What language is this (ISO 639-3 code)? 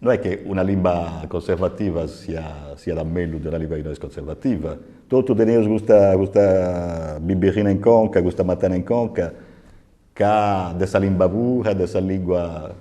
srd